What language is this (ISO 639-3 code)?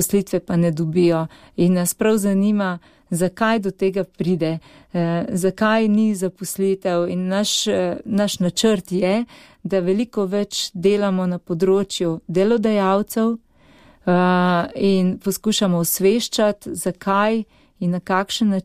slv